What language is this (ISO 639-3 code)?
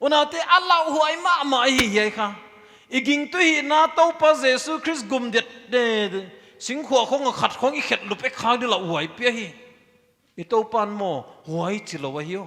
pck